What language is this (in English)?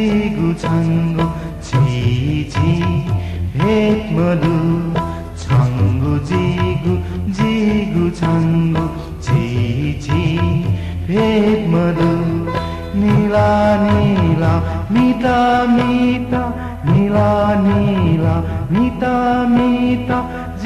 Newari